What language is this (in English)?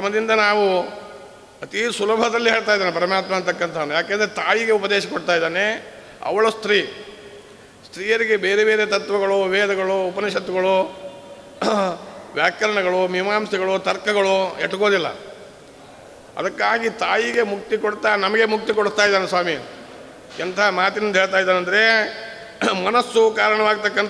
Kannada